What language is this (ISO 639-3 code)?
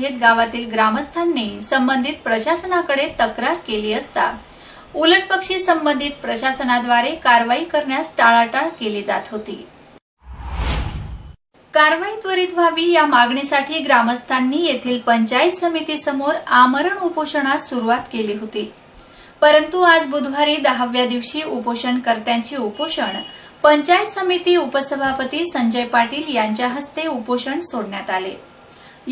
mar